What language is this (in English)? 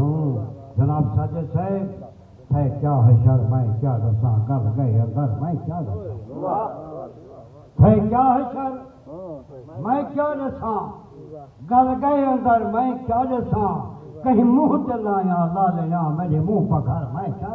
Saraiki